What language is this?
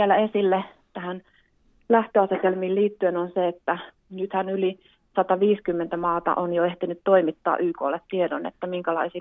Finnish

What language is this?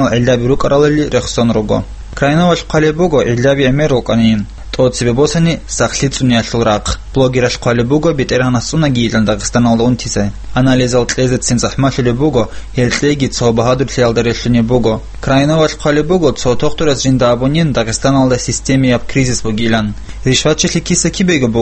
Avaric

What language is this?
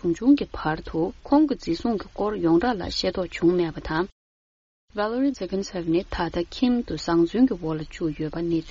Tibetan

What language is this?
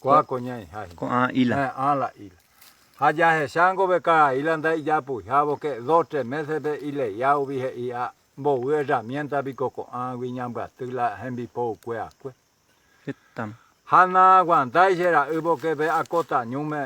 Guarani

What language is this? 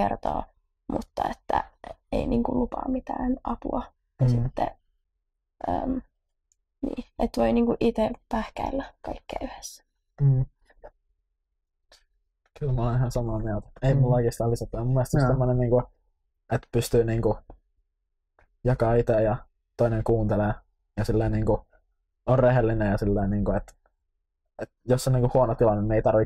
Finnish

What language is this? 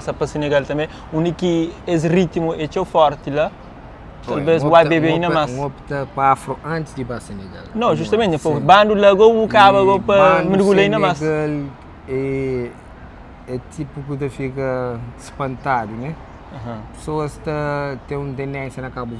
Kabuverdianu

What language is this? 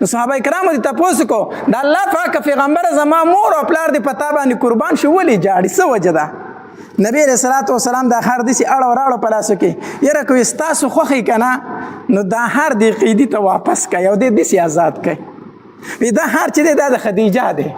Pashto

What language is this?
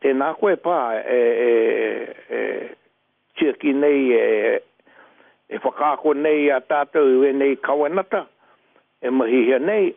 Māori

